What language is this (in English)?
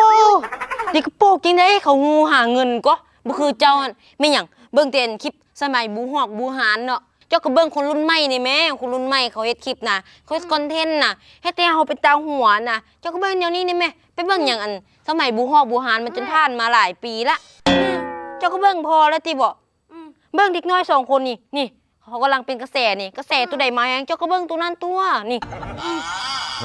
Lao